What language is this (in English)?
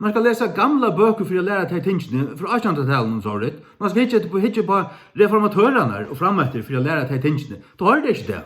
Faroese